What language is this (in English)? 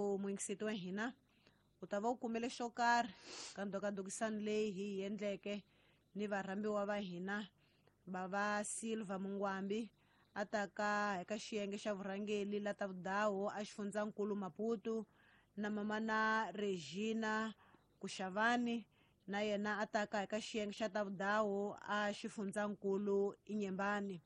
Tsonga